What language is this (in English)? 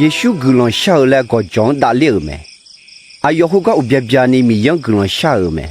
Akha